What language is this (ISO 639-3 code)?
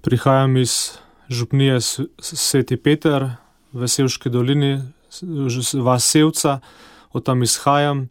slv